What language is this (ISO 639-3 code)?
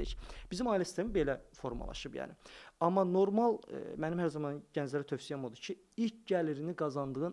aze